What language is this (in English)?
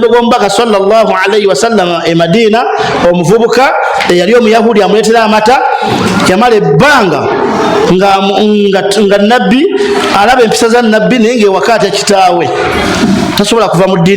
Ganda